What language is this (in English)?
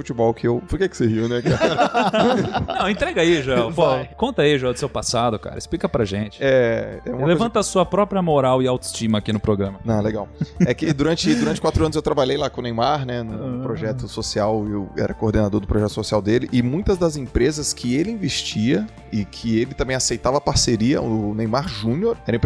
Portuguese